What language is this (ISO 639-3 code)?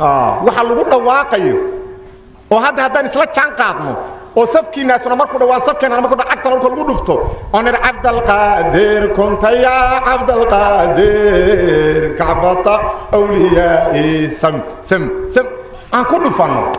som